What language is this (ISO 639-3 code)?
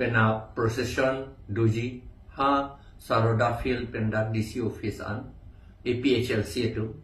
mjw